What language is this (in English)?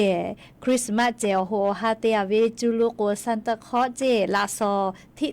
Lahu